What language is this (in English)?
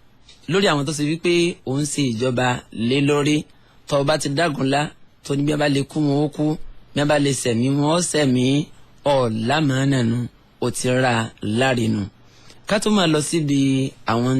Yoruba